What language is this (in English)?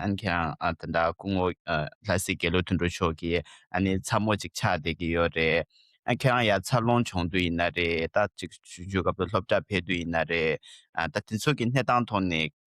Tibetan